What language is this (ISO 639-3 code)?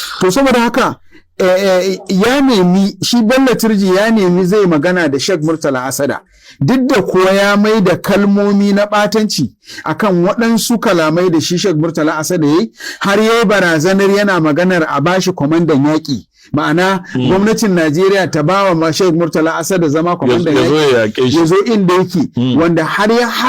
hau